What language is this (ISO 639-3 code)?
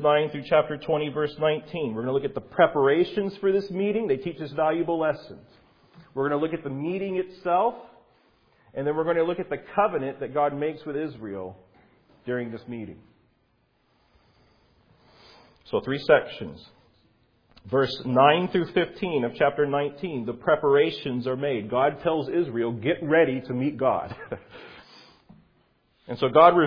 eng